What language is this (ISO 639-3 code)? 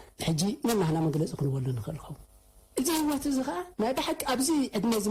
tir